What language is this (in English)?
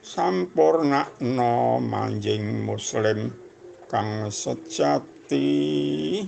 Javanese